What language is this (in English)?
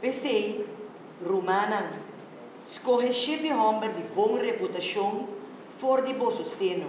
Papiamento